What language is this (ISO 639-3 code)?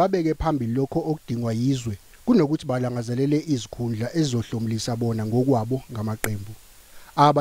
zul